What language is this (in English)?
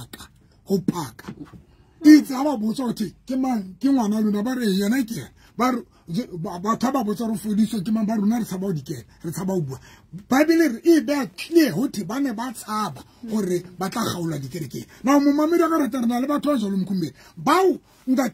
Southern Sotho